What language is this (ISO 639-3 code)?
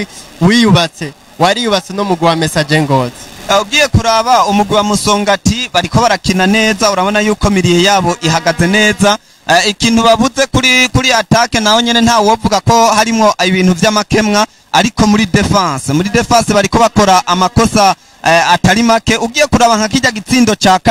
run